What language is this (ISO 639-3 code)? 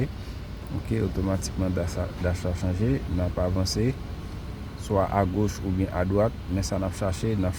hat